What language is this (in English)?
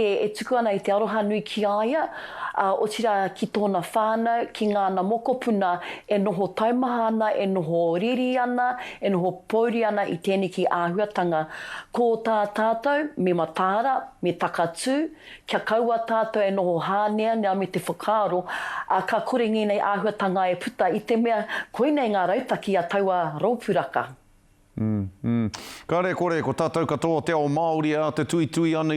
Māori